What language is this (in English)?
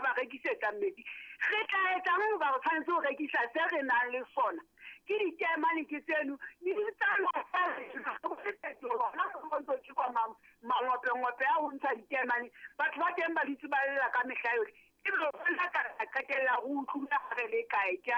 Southern Sotho